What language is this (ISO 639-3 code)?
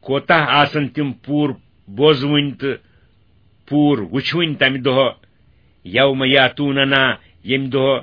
kas